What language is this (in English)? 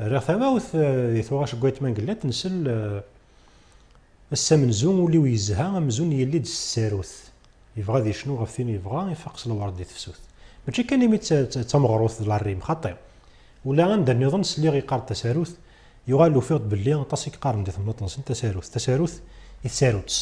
Kabyle